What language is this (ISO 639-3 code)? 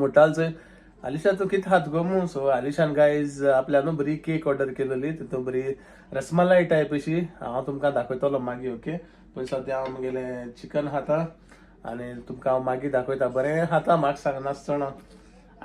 kok